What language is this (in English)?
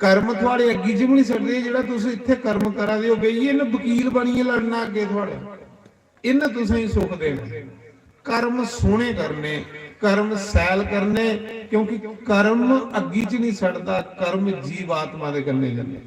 Dogri